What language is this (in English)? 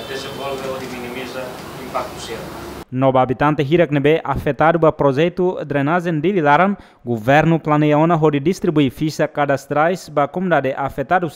Tetum